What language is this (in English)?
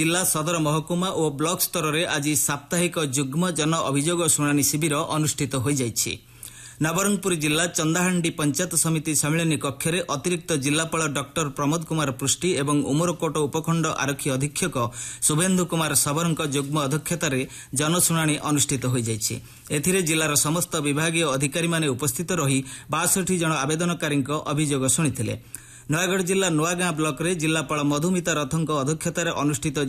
Odia